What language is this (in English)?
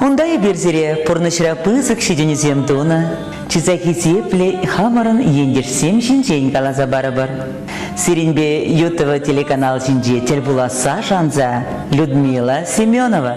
Chuvash